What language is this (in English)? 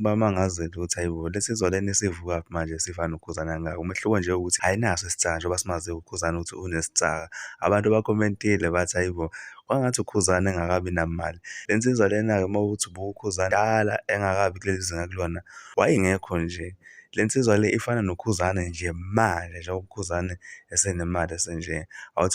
Zulu